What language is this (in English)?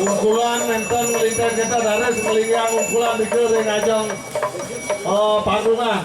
Balinese